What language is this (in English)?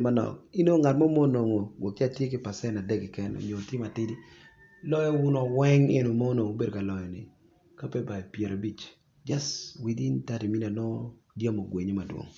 Acoli